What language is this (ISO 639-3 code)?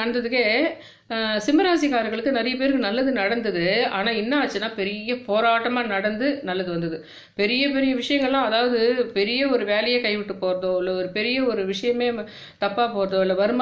tam